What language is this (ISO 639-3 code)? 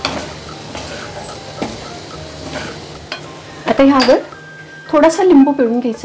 mar